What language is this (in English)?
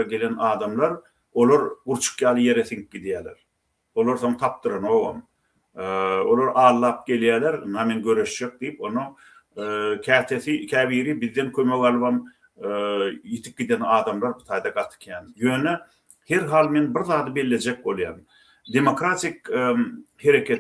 Turkmen